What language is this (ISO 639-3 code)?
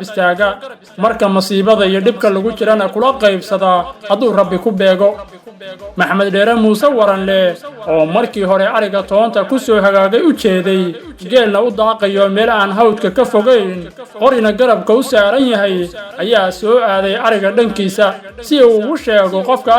som